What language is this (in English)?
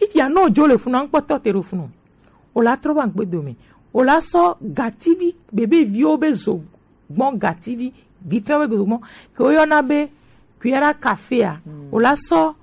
Gen